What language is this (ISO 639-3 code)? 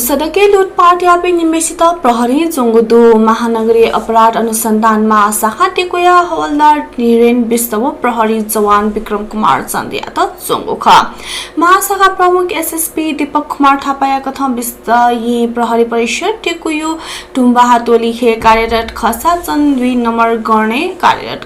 new